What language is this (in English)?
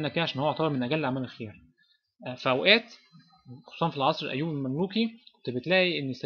Egyptian Arabic